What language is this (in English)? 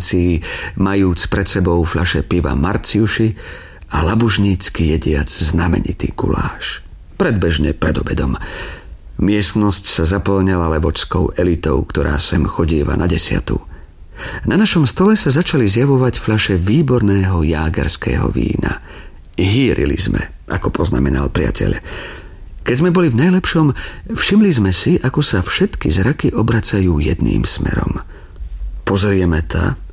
Slovak